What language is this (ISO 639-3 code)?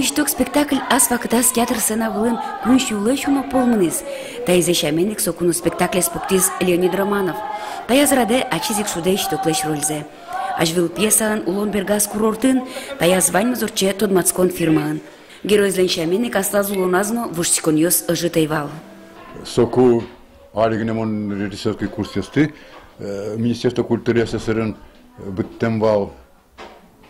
udm